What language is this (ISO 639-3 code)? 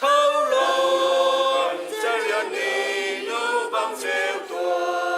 cnh